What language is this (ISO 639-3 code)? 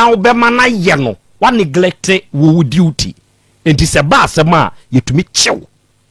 aka